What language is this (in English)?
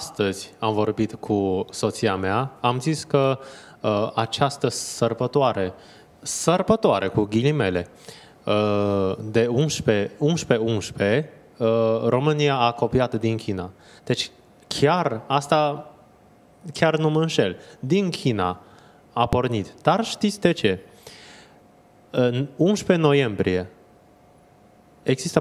Romanian